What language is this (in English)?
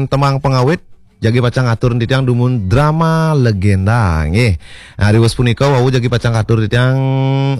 Balinese